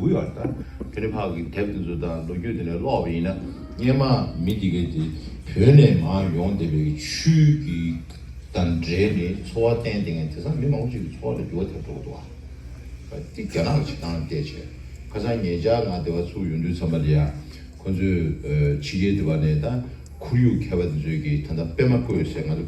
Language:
Tibetan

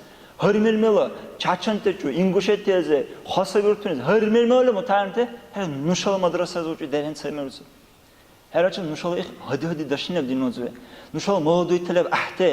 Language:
Dargwa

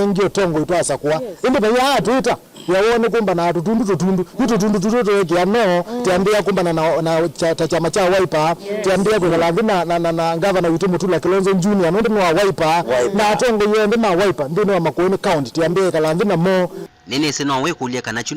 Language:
Kamba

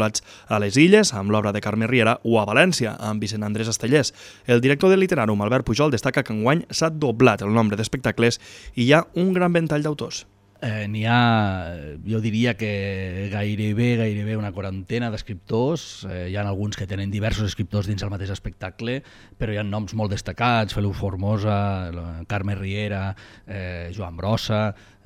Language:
Catalan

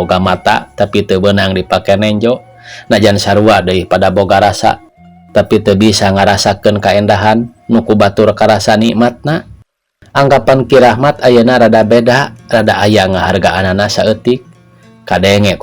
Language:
Sundanese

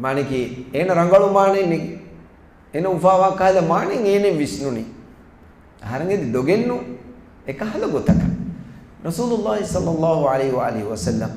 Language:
Divehi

